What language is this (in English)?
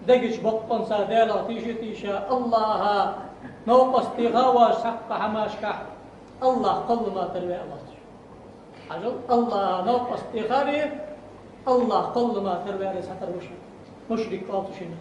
Ingush